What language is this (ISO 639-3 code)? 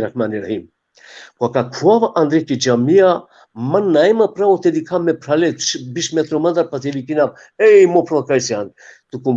rmn